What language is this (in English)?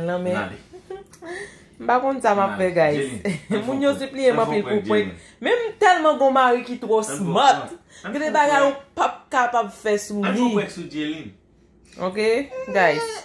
Haitian Creole